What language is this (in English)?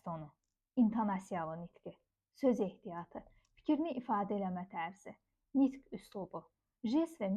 Azerbaijani